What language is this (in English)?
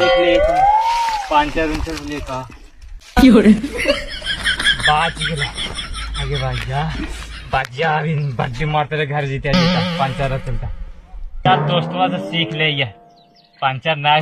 Magahi